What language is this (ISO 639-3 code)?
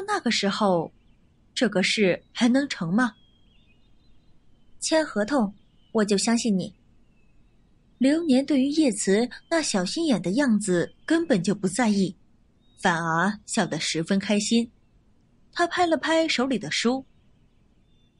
zho